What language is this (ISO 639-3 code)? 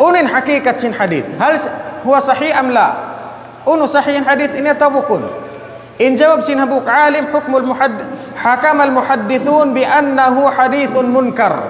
tsg